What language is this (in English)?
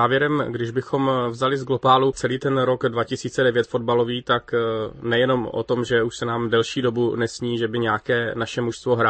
Czech